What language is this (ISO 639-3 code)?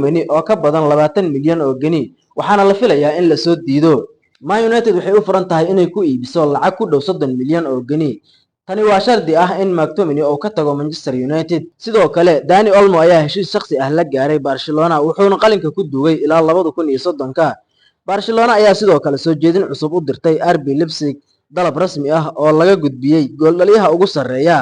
som